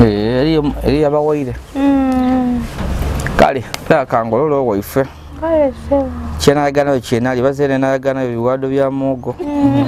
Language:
Ganda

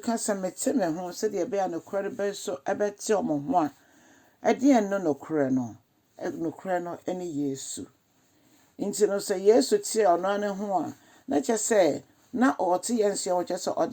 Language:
Akan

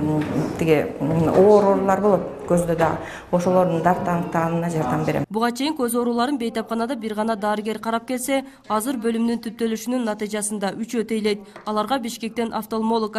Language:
Kyrgyz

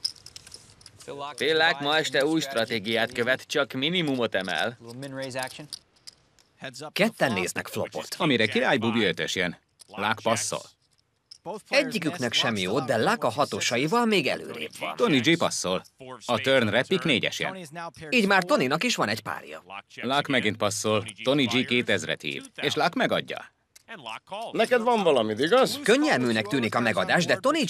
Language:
Hungarian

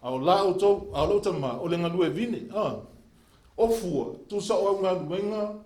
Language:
Samoan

